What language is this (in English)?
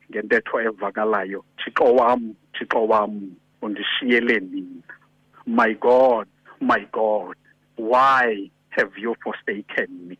Xhosa